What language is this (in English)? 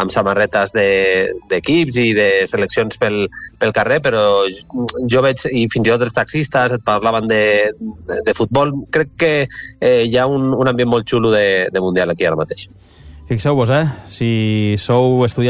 Catalan